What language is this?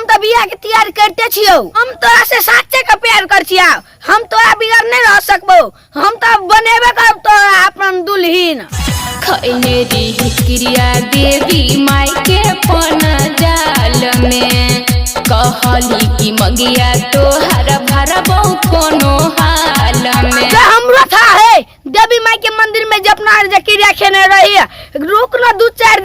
Maithili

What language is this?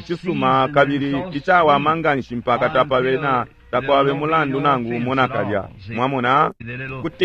Bemba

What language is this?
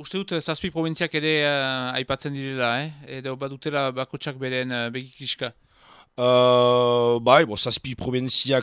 Basque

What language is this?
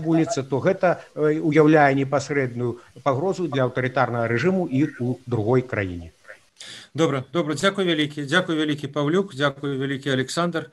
Belarusian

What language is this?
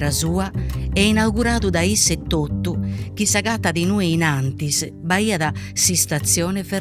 Sardinian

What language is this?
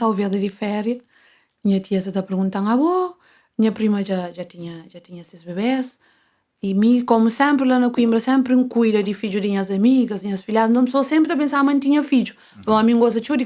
Kabuverdianu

